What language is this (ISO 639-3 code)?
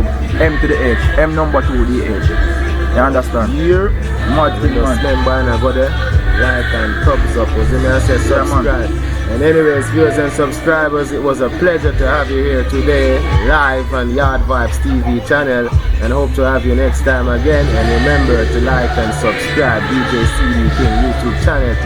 jam